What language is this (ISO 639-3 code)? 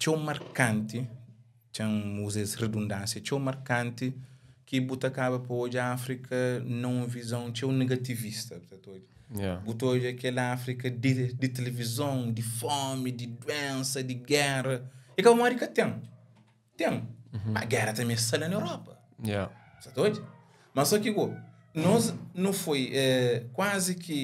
kea